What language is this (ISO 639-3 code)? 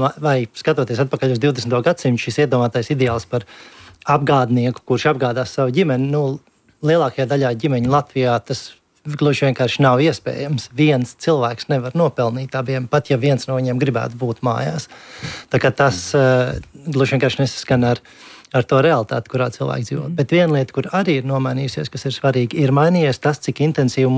lav